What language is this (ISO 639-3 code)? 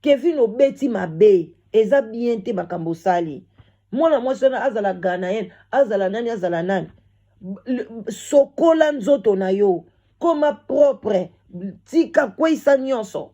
lin